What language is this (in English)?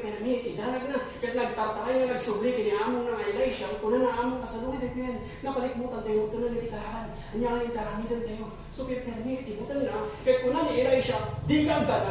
Iloko